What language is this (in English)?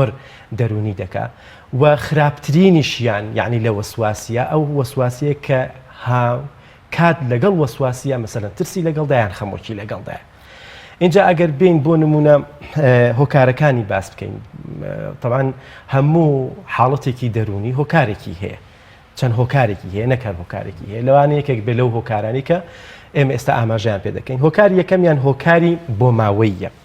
Central Kurdish